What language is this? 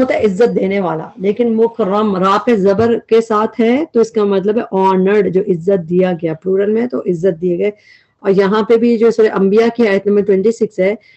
Urdu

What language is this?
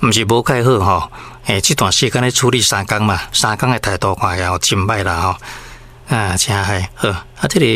Min Nan Chinese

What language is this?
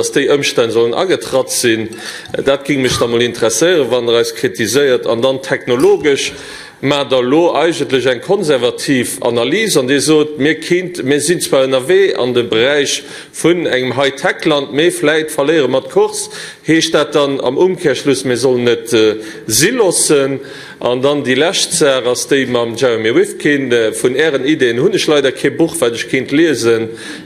Luxembourgish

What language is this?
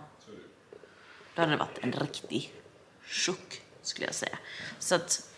Swedish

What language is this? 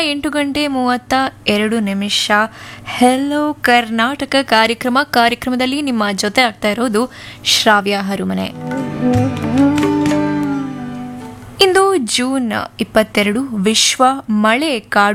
Kannada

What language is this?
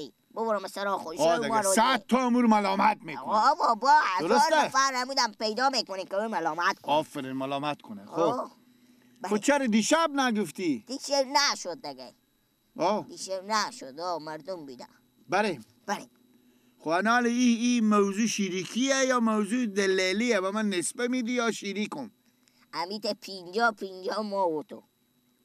Persian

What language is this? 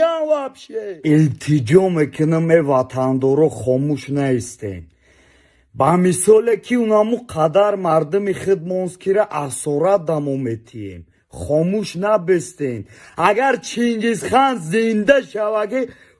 Tajik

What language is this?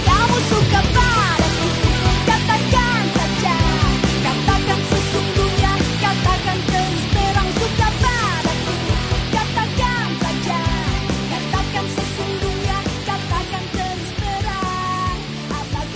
Indonesian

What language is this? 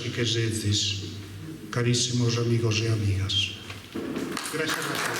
Sardinian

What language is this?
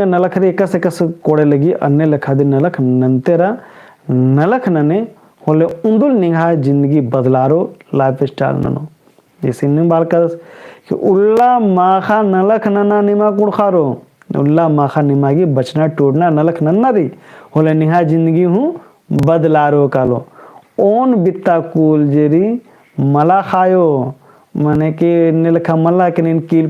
Kurukh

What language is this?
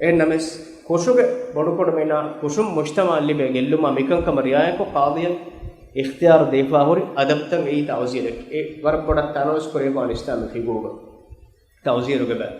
Divehi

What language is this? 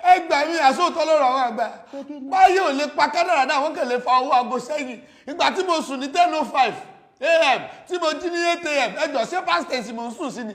Yoruba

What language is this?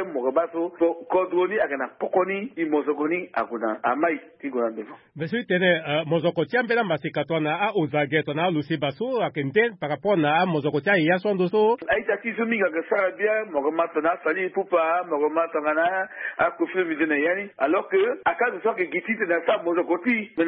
Sango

